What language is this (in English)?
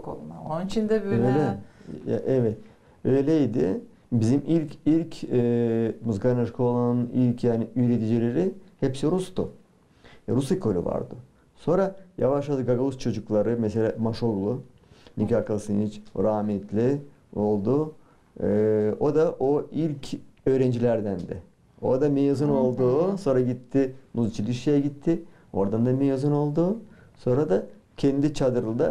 Gagauz